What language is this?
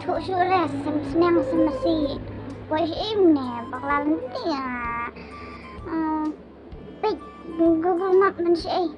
Khasi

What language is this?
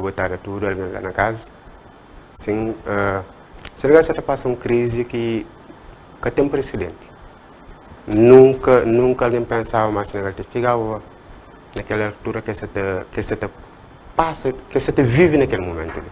Kabuverdianu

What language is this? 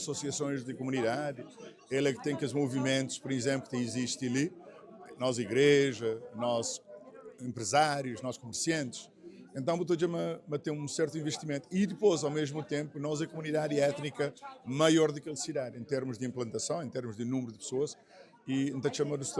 Kabuverdianu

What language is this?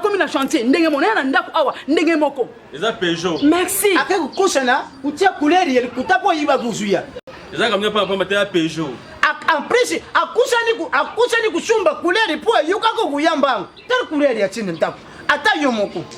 Lingala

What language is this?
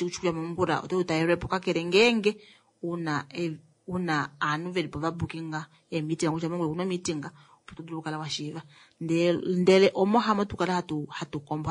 Kuanyama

